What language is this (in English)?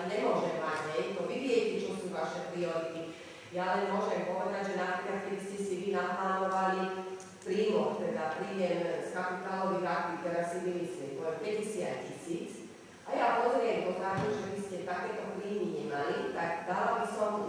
Slovak